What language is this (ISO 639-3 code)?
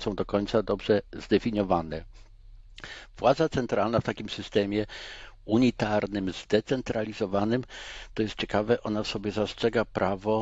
pol